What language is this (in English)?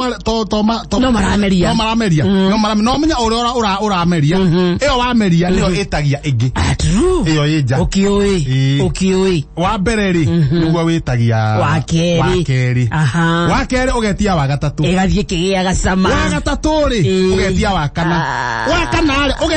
Kikuyu